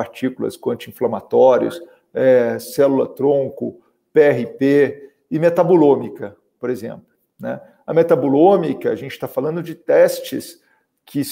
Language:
Portuguese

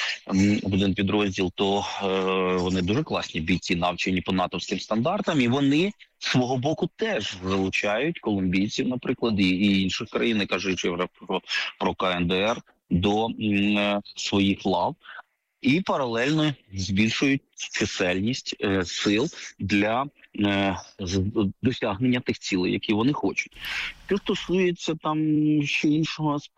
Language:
Ukrainian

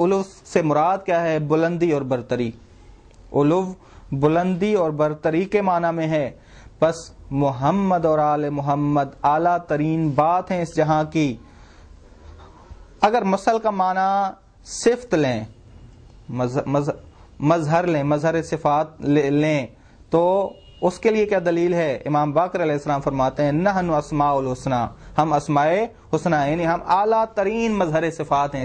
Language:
Urdu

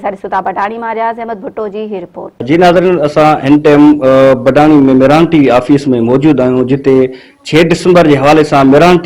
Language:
Sindhi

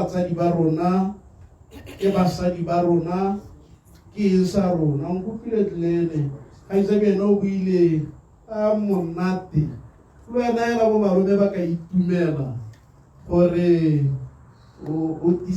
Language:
Tswana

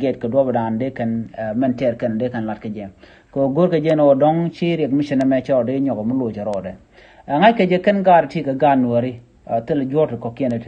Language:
Nuer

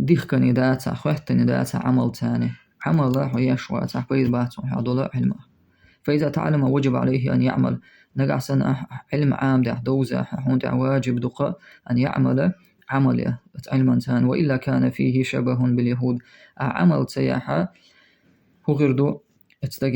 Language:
Chechen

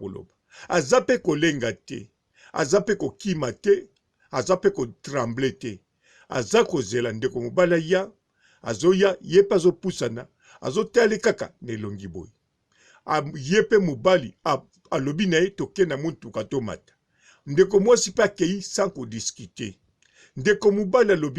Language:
Lingala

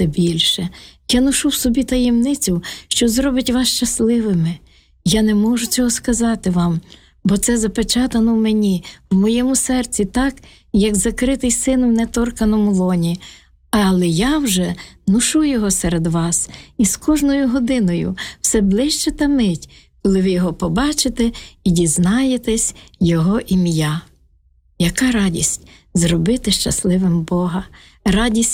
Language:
Ukrainian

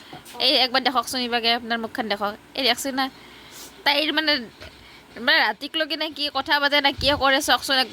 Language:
Assamese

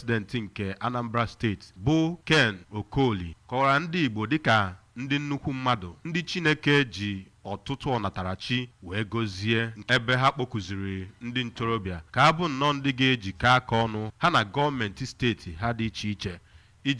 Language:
Igbo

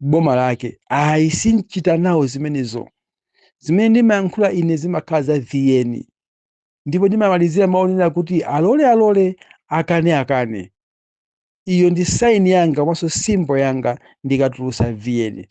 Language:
Nyanja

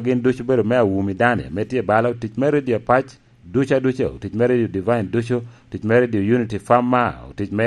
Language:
Lango (Uganda)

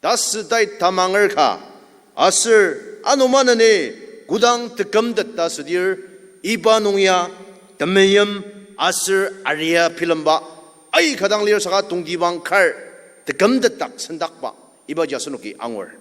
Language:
Ao Naga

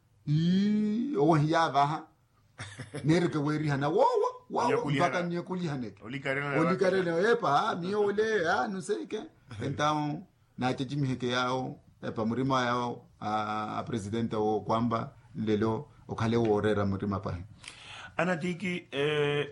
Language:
Makhuwa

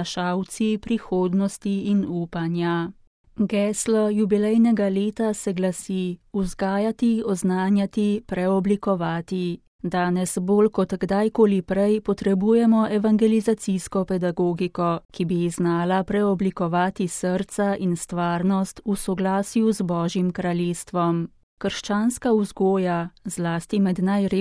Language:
Slovenian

